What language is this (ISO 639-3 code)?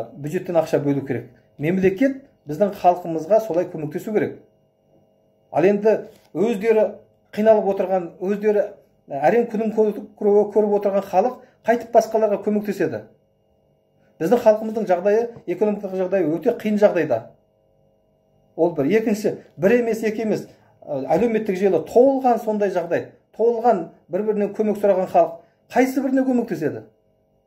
kaz